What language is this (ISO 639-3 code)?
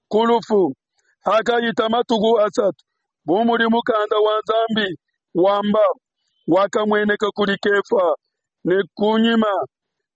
lua